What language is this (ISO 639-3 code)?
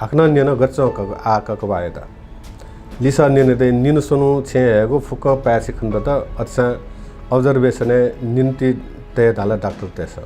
new